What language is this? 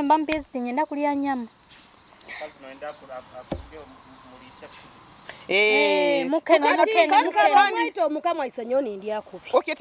Nyoro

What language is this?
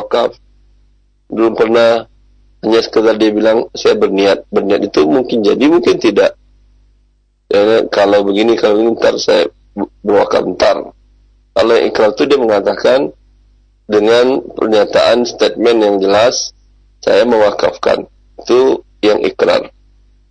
Indonesian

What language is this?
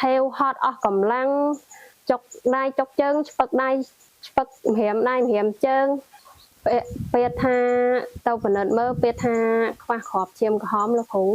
Khmer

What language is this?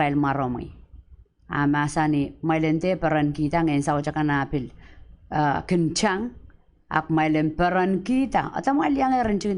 Pohnpeian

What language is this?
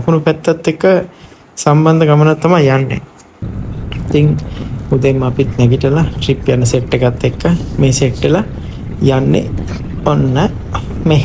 Sinhala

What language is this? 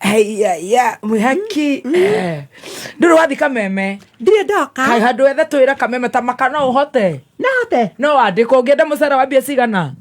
Kikuyu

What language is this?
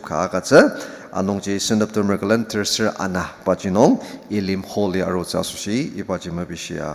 Ao Naga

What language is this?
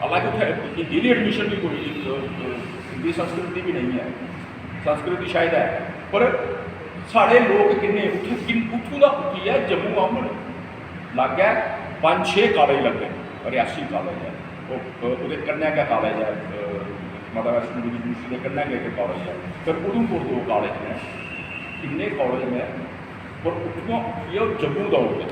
Dogri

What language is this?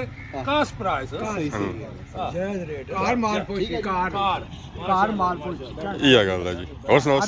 Pahari-Potwari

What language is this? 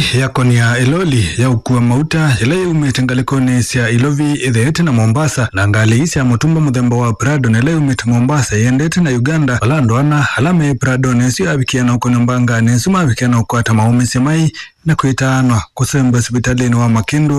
Kamba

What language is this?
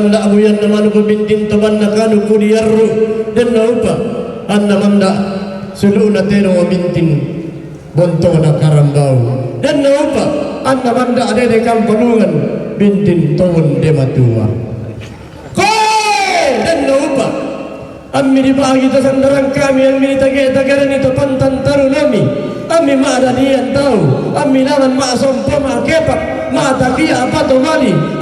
Toraja-Sa'dan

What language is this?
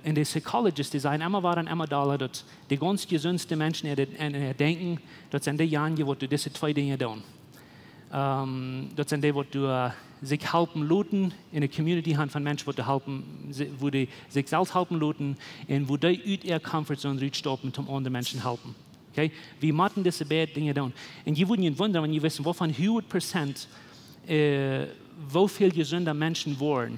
Plautdietsch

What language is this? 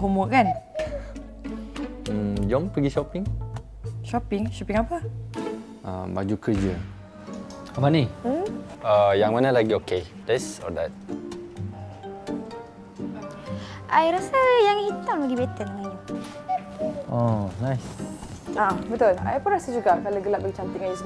Malay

